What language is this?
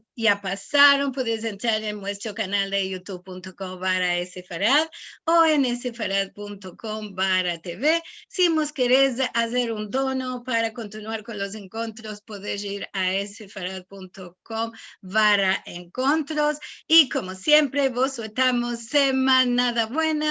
Ladino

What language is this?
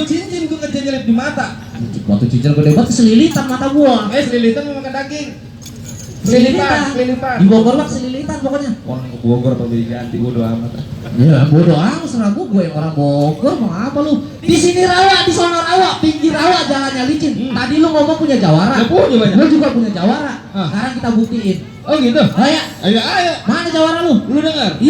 Betawi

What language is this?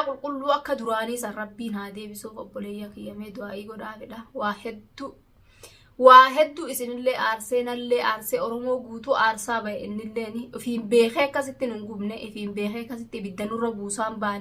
Oromo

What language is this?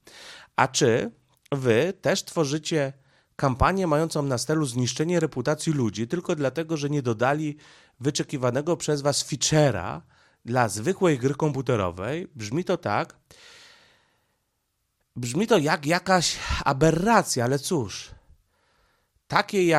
Polish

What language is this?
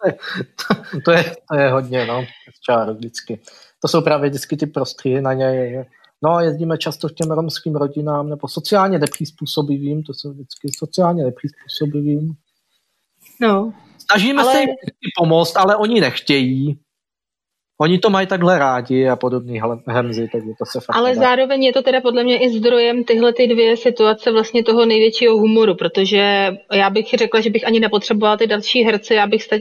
Czech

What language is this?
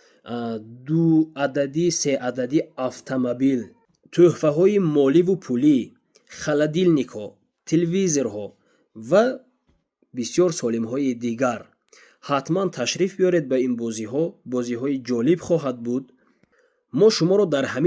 Tajik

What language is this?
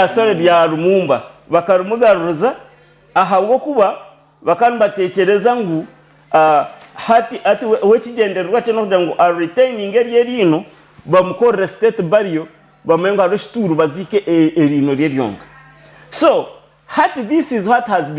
Nyankole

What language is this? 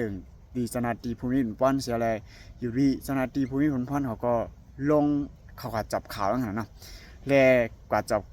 Shan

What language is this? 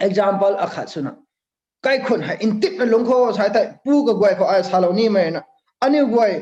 Rongmei Naga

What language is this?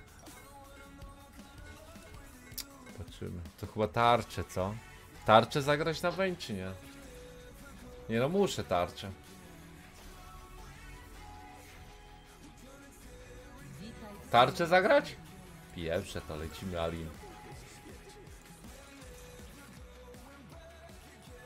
Polish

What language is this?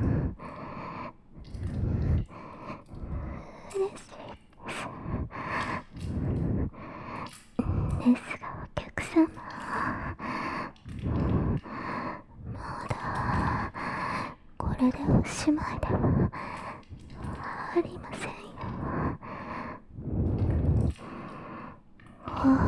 Japanese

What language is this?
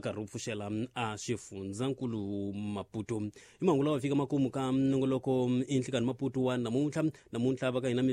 Tsonga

